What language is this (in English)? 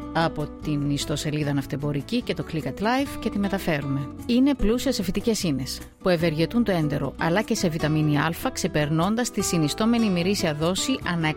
Greek